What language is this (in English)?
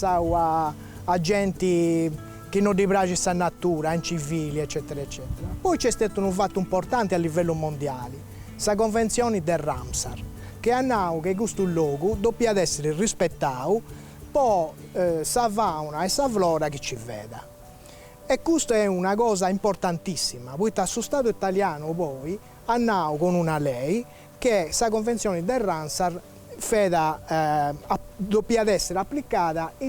Sardinian